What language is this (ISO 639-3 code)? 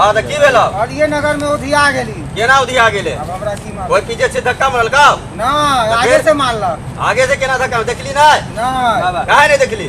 mai